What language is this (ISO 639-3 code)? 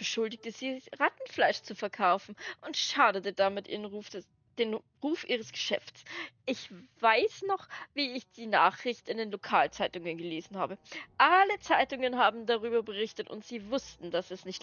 bar